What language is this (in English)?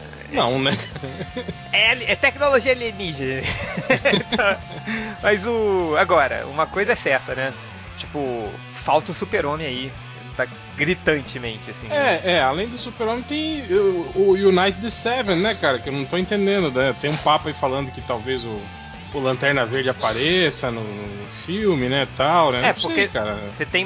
Portuguese